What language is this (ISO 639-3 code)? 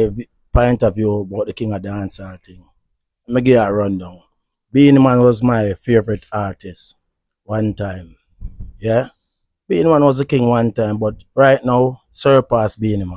jam